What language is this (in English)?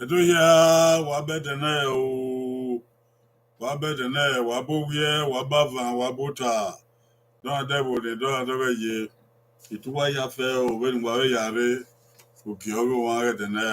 Bini